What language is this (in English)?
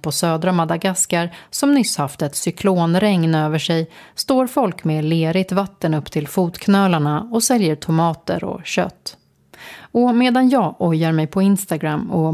Swedish